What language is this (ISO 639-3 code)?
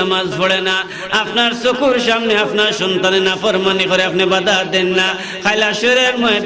syl